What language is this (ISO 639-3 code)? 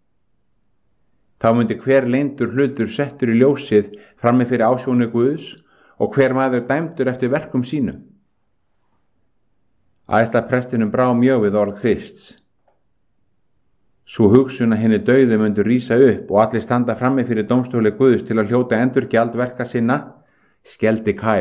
isl